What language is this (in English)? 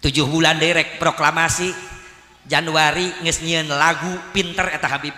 Sundanese